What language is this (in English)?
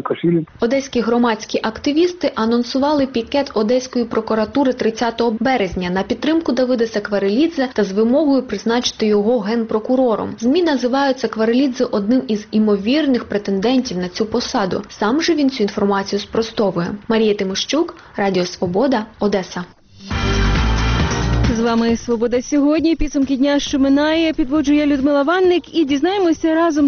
Ukrainian